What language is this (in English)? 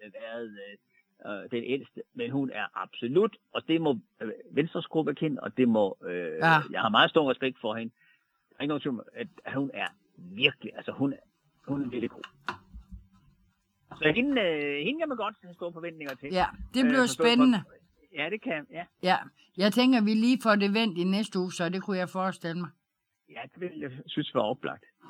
Danish